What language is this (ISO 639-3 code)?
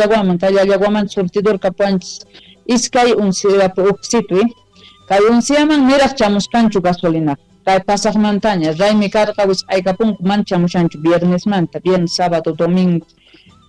quh